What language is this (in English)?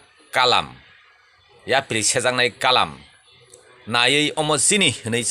Kok Borok